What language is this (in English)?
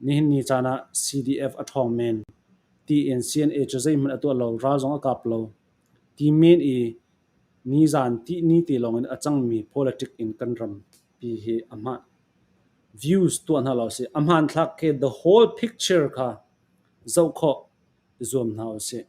Hakha Chin